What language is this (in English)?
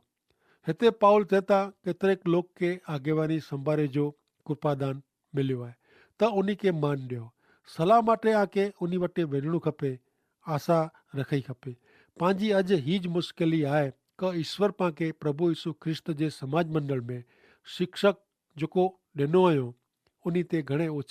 Kachhi